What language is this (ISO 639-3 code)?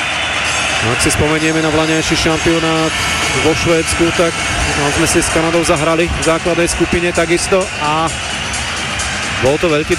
slk